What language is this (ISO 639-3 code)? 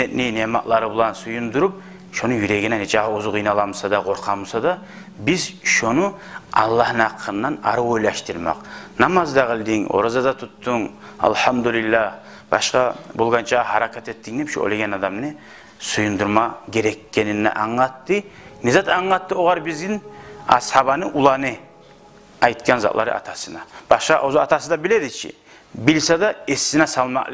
kum